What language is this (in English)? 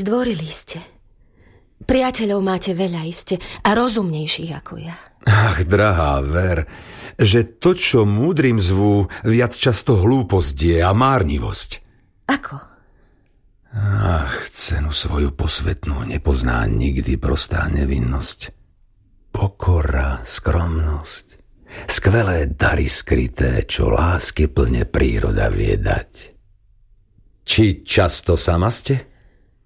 Slovak